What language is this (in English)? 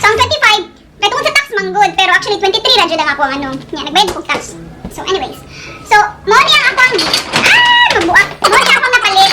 Cebuano